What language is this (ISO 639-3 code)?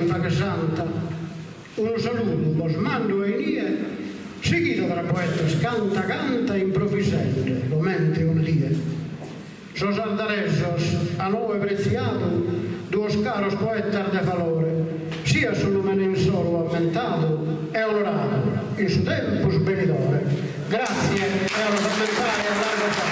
srd